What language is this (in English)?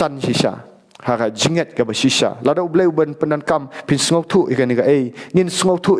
Khasi